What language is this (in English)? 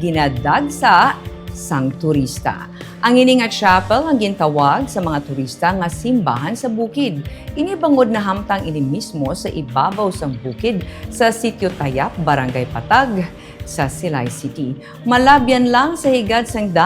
Hiligaynon